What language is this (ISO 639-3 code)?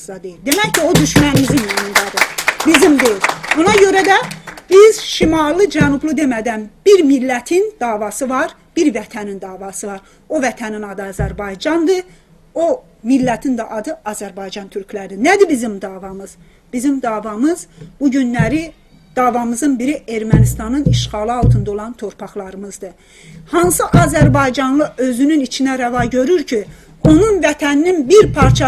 azb